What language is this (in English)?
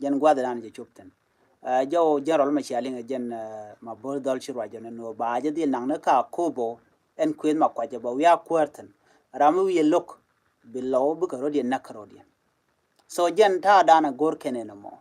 Nuer